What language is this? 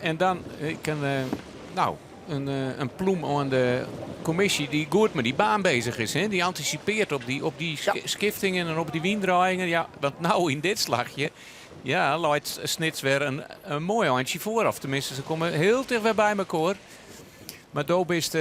Western Frisian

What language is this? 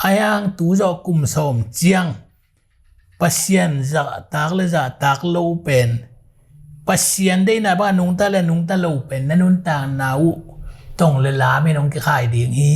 Tedim Chin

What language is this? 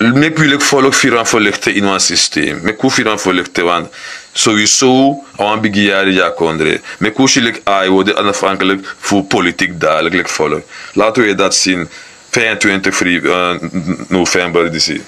Sranan Tongo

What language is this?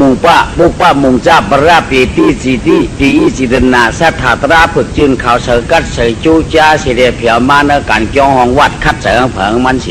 Shan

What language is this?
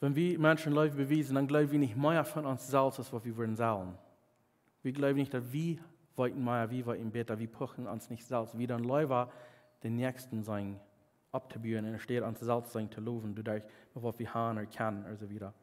Plautdietsch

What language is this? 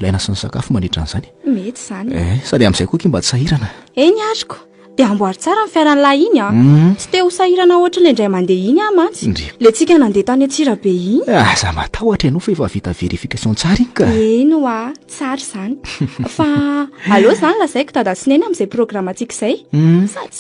Malagasy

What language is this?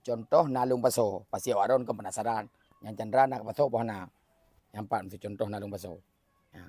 Achinese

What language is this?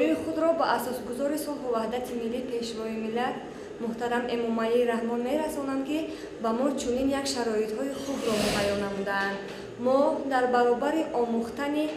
Tajik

